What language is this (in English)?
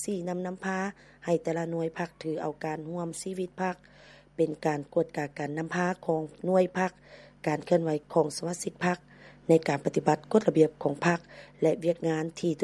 Lao